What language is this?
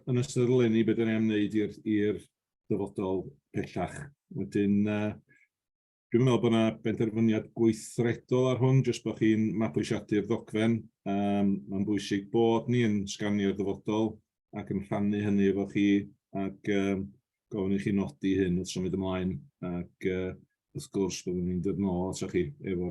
Welsh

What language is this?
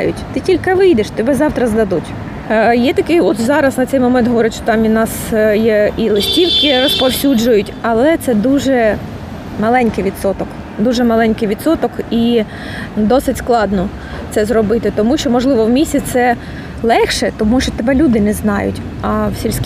Ukrainian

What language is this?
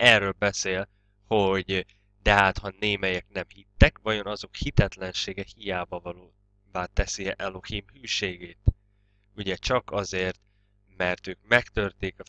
Hungarian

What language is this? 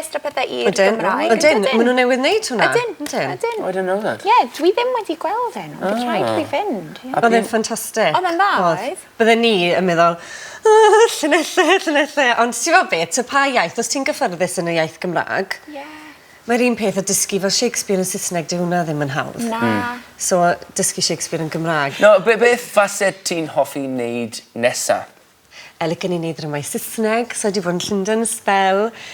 Welsh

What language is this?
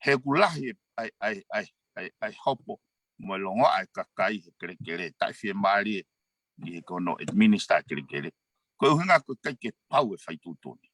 Tongan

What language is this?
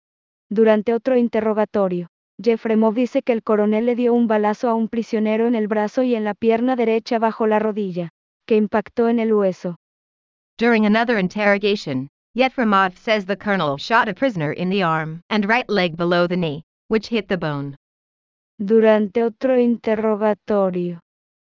Spanish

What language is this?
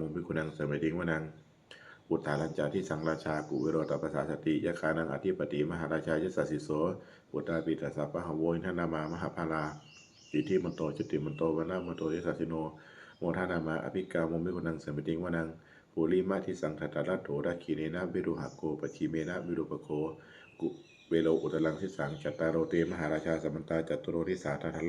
Pali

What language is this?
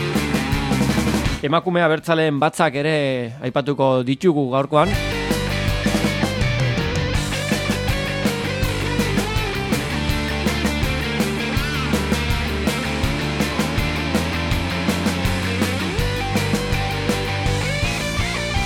Basque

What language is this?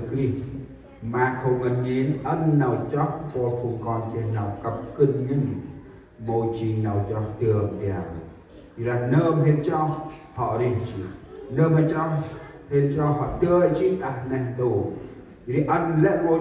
Central Mnong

